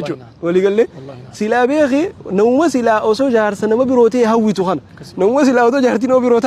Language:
Oromo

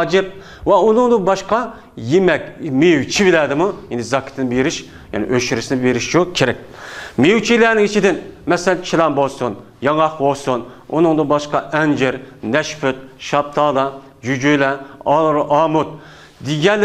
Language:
Uyghur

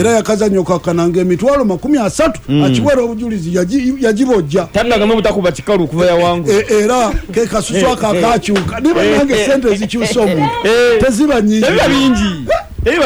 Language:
Ganda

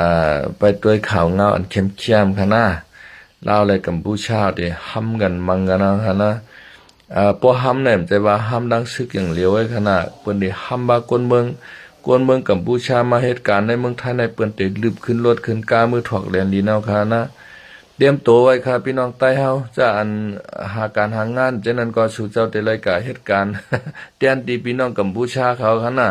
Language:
Shan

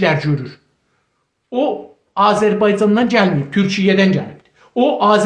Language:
South Azerbaijani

